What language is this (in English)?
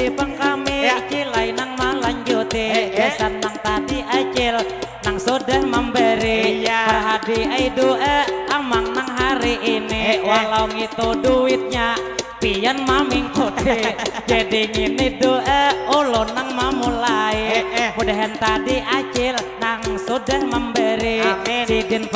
Banjar